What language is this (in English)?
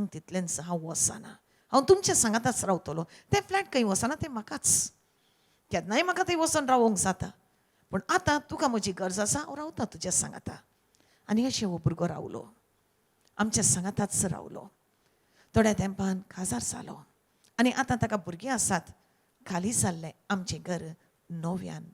Konkani